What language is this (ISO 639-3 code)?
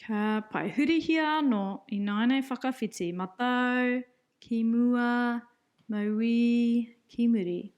mri